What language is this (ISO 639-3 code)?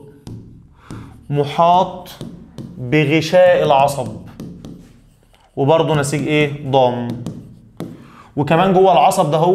arz